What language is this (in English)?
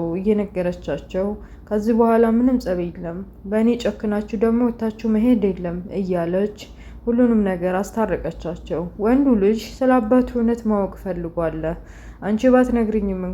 Amharic